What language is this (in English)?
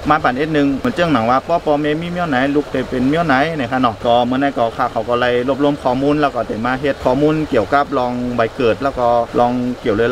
Shan